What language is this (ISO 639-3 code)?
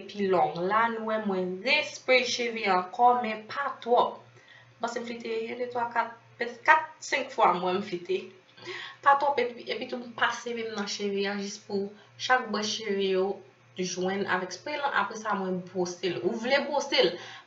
hat